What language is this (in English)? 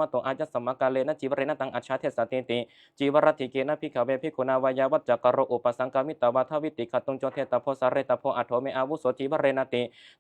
Pali